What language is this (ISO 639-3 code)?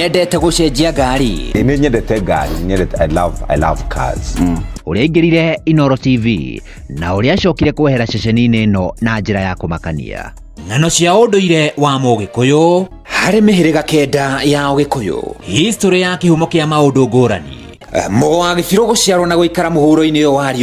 kik